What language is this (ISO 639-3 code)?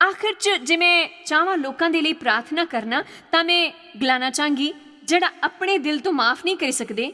doi